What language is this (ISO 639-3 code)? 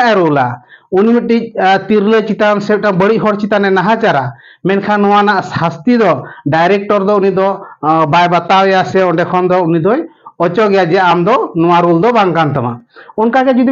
sat